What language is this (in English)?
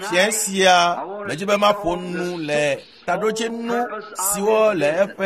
Ewe